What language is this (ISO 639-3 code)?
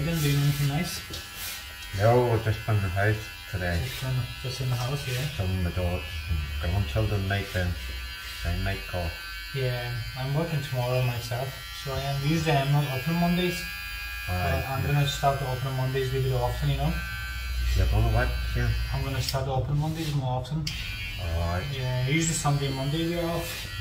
eng